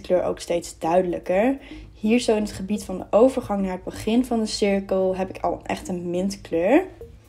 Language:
Dutch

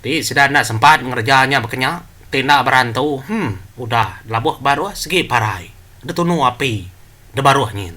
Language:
Iban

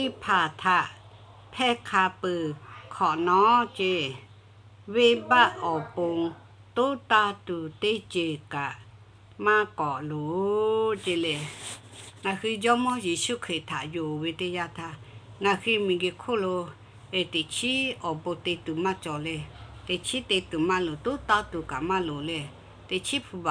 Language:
Lahu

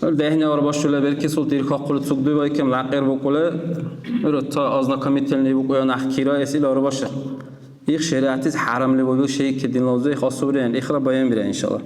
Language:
Dargwa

